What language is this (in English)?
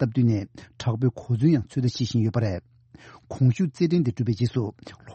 Tibetan